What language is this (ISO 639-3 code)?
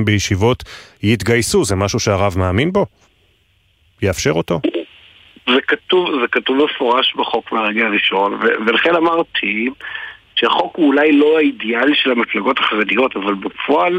heb